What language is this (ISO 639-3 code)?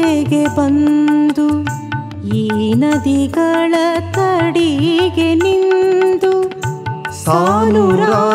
kan